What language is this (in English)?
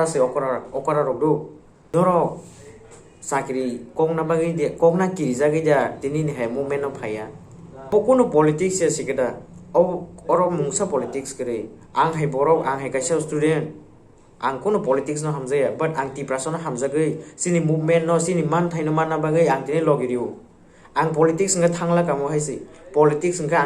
Kok Borok